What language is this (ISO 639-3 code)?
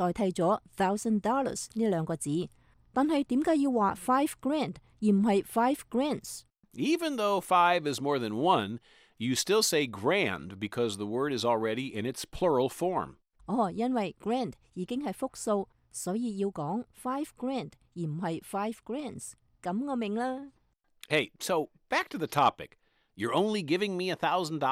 yue